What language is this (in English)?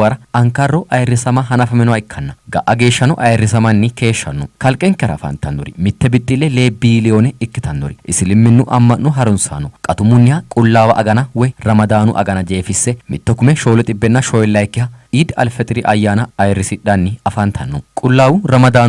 Sidamo